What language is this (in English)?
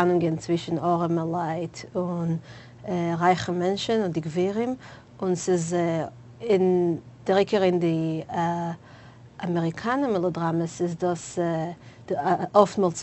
Yiddish